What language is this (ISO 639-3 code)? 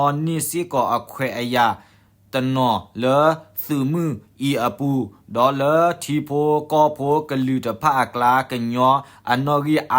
ksw